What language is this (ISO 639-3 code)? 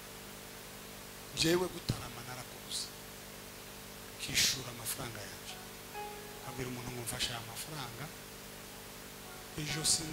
kin